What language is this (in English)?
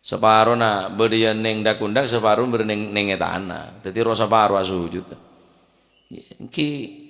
Madurese